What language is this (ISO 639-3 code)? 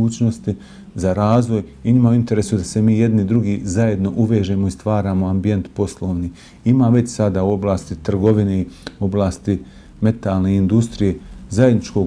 bos